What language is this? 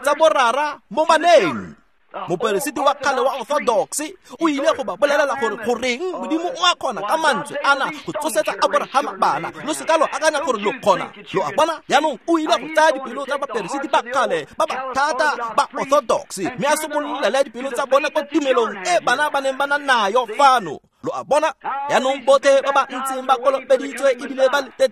Tswana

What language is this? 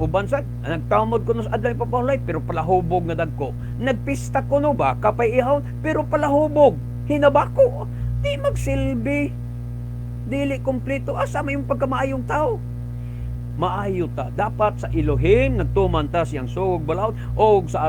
Cebuano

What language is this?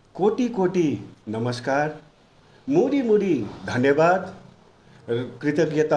Nepali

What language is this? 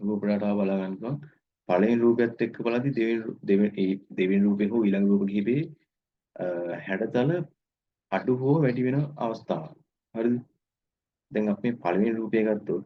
Sinhala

